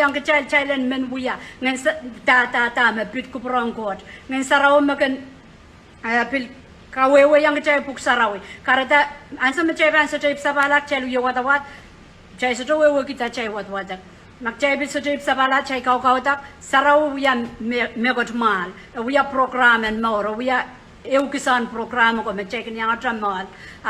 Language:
Pohnpeian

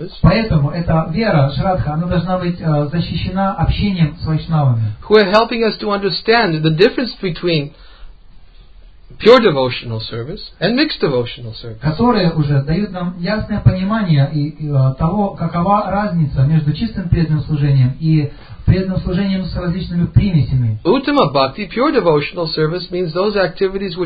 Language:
Russian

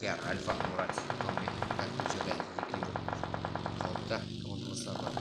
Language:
Kara-Kalpak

